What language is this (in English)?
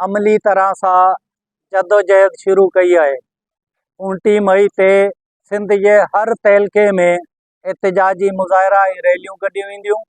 Sindhi